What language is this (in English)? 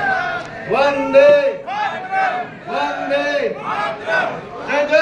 Gujarati